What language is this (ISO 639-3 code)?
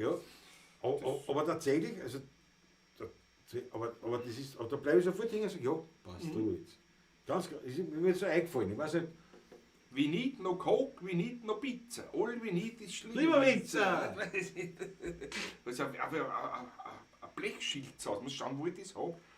bar